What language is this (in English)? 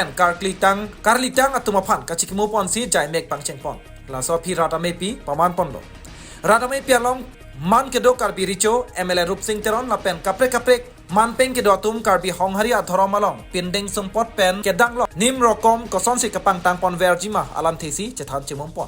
Karbi